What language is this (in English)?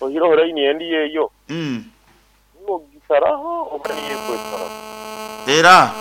Nyoro